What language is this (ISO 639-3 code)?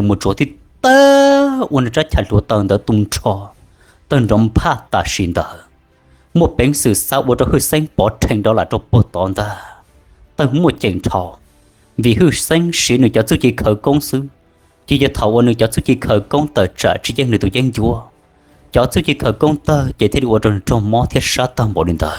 hmn